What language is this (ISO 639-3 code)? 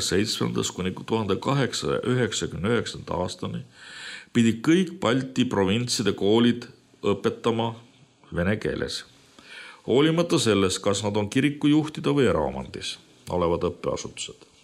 est